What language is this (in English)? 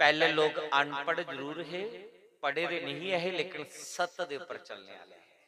Dogri